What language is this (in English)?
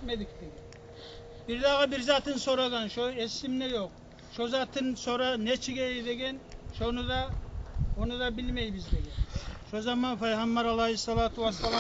Kumyk